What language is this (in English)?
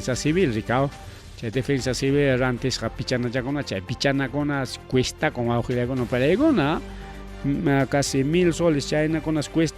Ayacucho Quechua